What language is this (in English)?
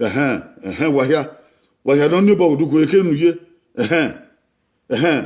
Bini